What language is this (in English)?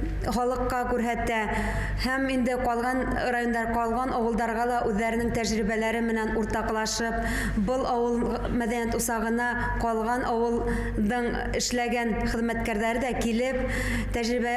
Bashkir